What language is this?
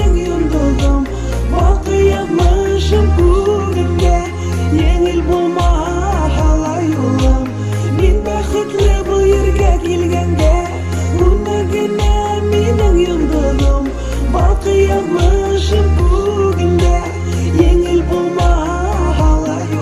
Bashkir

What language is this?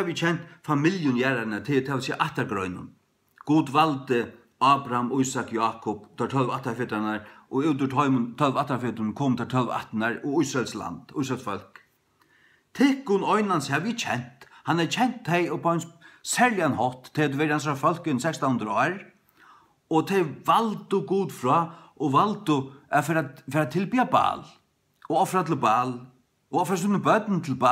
Faroese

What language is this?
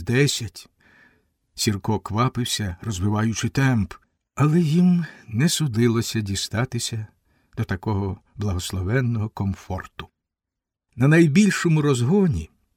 Ukrainian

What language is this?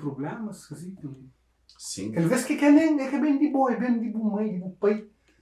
Kabuverdianu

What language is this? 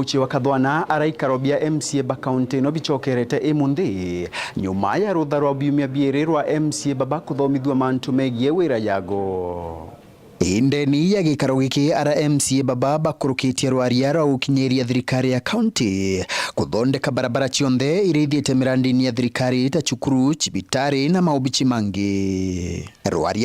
Meru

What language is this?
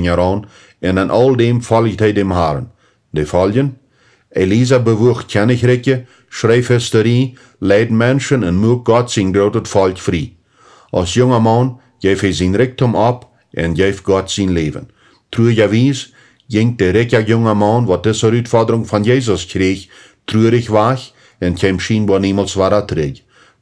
Plautdietsch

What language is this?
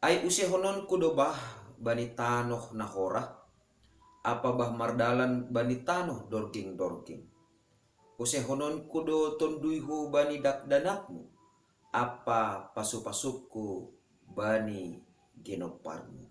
Batak Simalungun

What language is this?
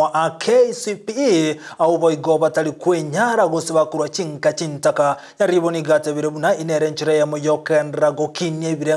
Gusii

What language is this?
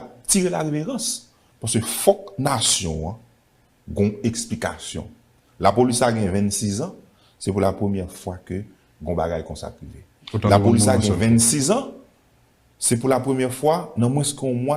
Haitian Creole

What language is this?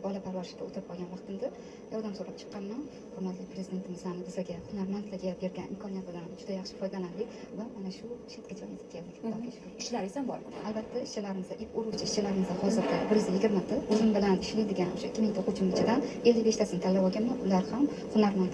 Uzbek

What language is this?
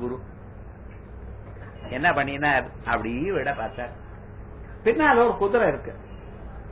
Tamil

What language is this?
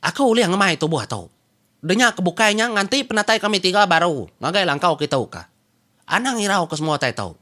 Iban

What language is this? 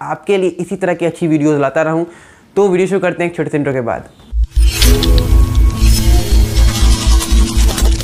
Hindi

